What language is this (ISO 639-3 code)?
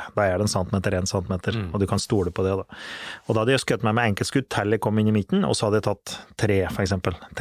nor